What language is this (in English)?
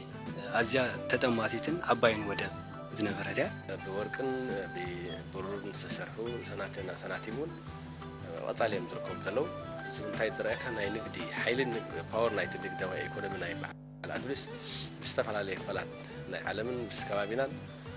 Tigrinya